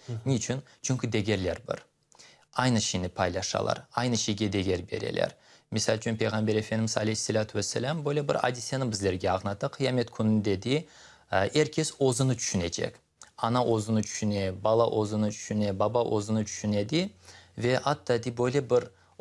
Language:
Crimean Tatar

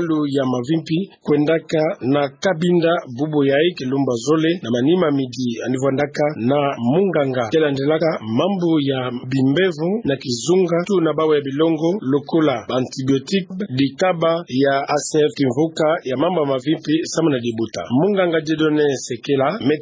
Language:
Kituba (Democratic Republic of Congo)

